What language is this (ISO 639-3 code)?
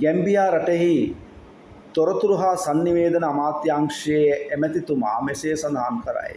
sin